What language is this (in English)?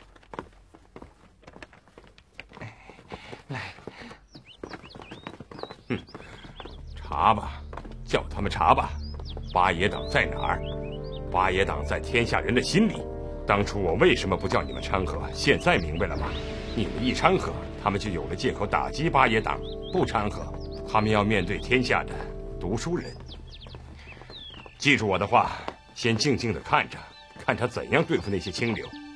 Chinese